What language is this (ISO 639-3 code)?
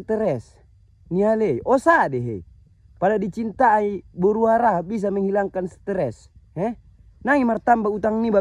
btm